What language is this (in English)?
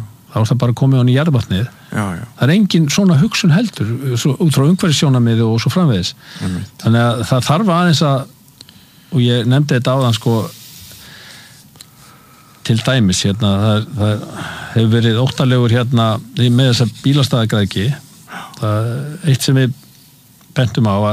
Icelandic